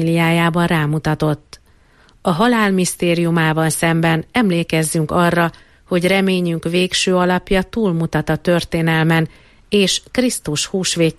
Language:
Hungarian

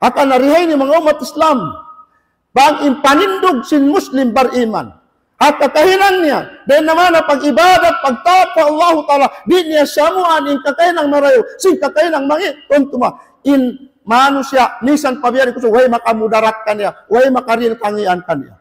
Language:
Tausug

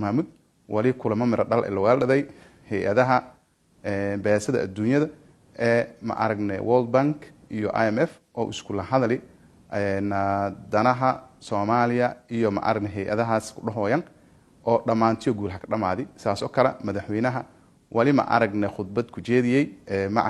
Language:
Somali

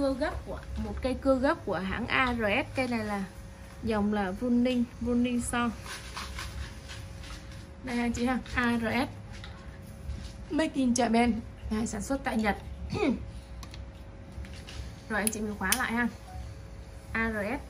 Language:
Vietnamese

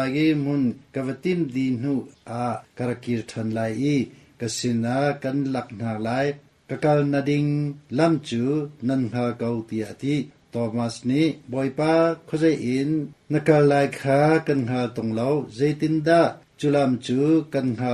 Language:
Hakha Chin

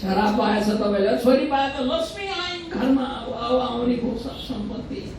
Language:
Nepali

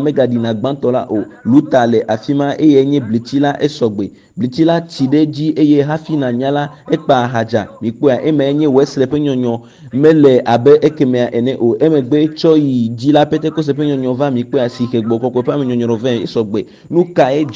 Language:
Ewe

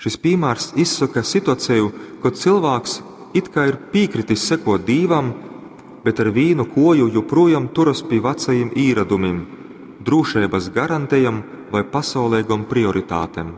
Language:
Latgalian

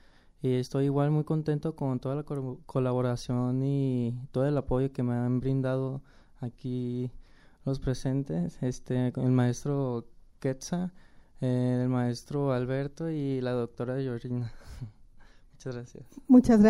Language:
Spanish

